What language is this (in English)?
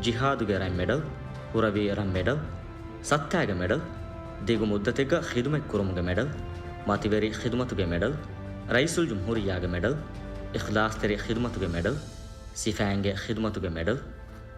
Divehi